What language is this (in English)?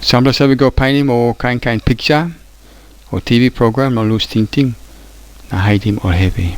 Tok Pisin